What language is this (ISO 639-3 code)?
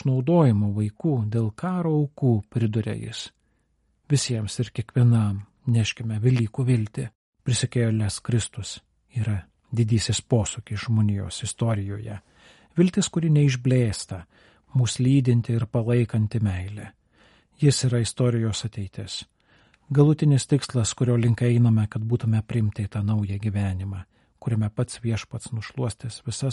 lit